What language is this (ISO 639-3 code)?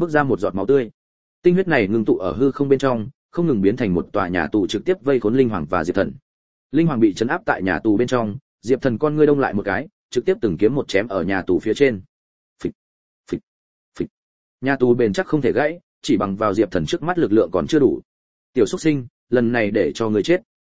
vie